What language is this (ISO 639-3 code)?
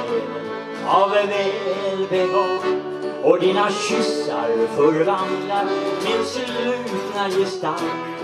swe